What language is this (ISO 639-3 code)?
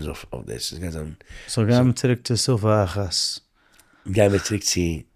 yid